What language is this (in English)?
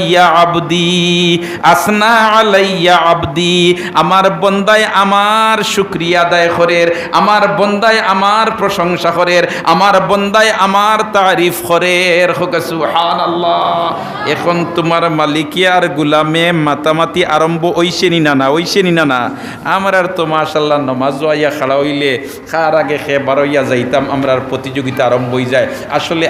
Sylheti